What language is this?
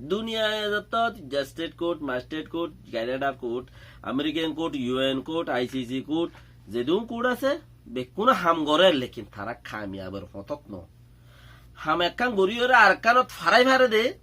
Rohingya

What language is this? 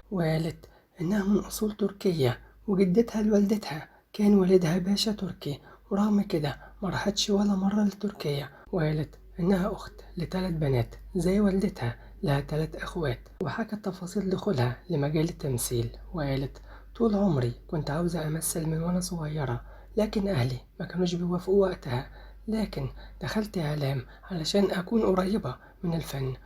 Egyptian Arabic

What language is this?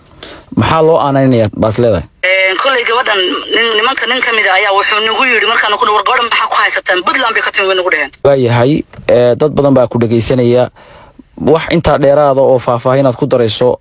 Somali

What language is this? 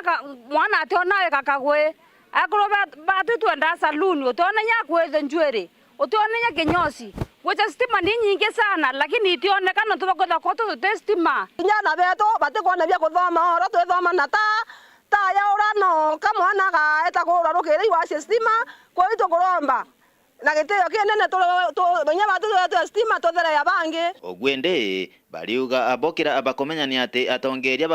Meru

